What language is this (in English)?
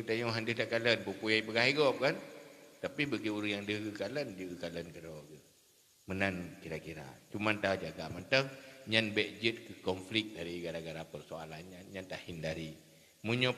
Achinese